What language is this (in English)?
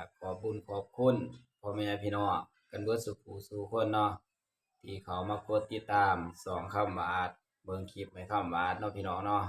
Northeastern Thai